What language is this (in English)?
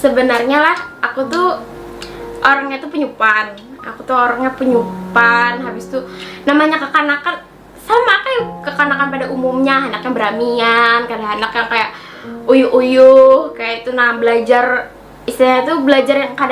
Banjar